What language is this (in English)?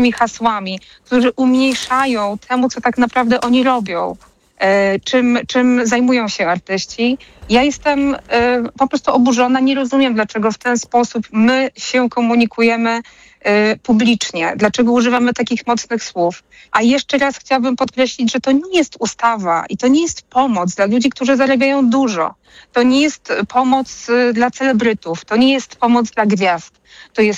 Polish